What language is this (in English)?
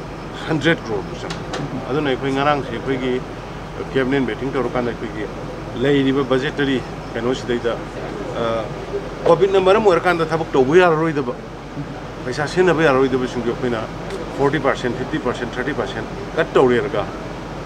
Manipuri